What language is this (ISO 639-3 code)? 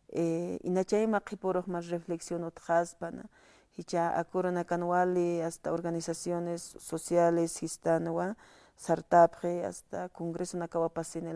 aym